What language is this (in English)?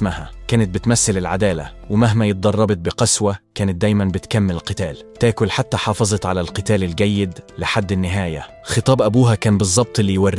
Egyptian Arabic